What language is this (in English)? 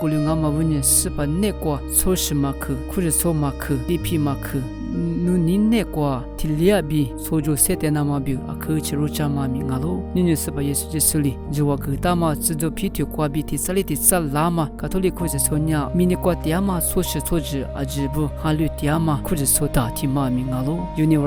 Lisu